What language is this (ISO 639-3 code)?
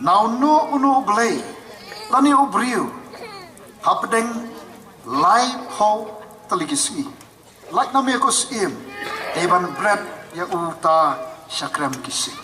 kha